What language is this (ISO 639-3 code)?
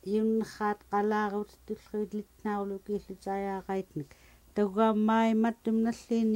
esu